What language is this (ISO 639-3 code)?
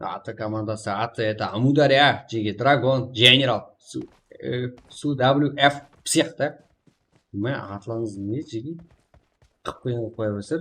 kaa